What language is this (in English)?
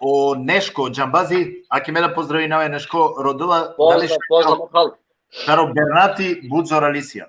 Balkan Romani